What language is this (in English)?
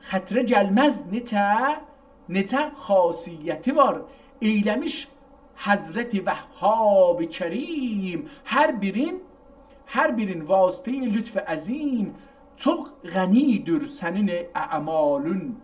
South Azerbaijani